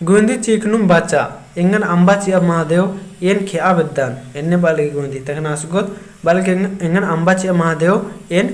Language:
Kurukh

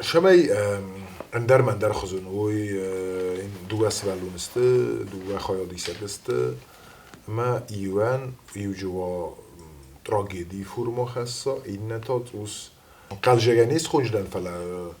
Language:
Ossetic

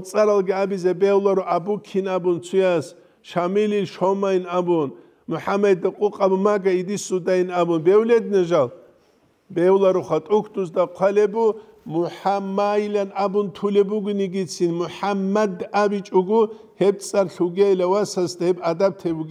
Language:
Avaric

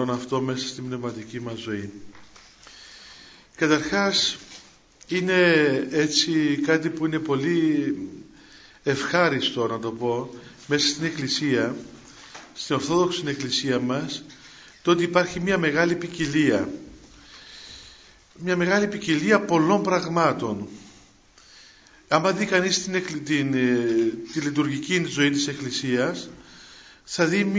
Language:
Greek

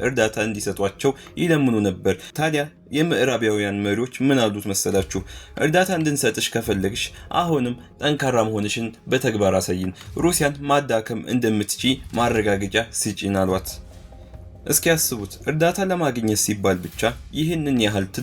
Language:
Amharic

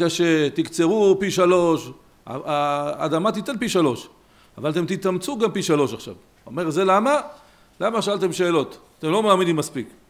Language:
Hebrew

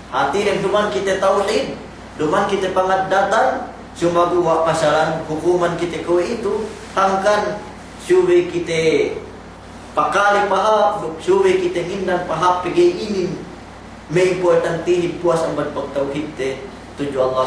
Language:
Yakan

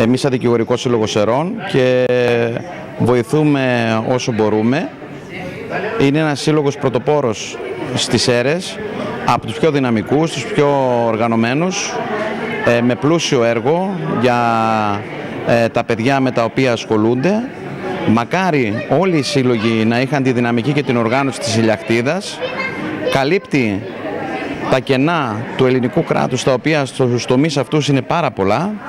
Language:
Greek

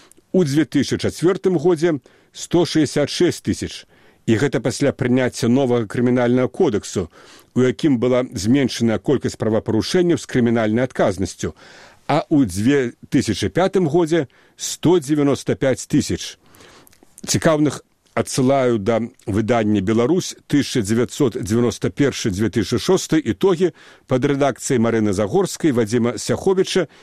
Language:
Belarusian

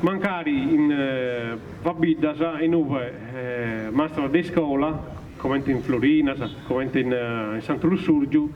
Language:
Sardinian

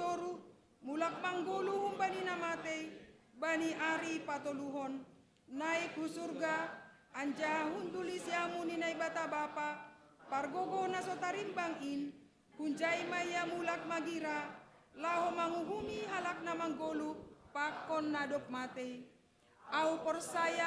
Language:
Batak Simalungun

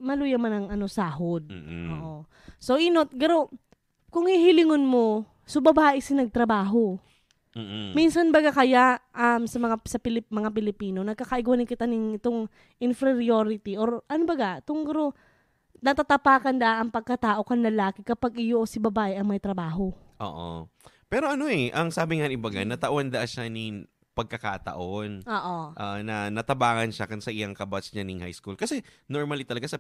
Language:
Bikol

